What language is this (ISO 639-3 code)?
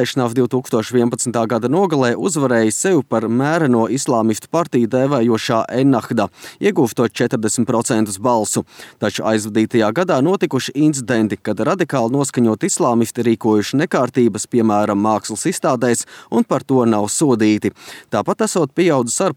lav